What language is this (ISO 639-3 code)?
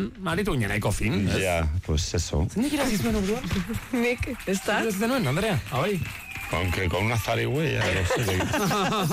eus